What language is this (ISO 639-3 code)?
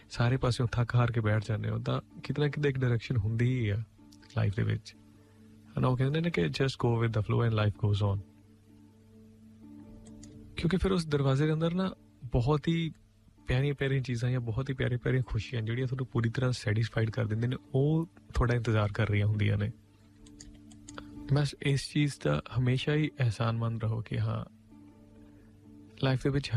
pan